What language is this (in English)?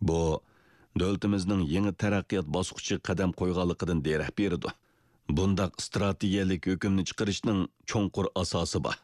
Uyghur